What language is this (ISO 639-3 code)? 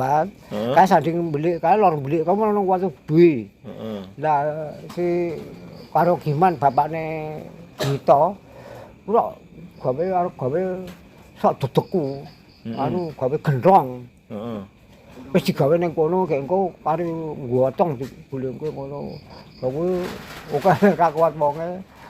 jav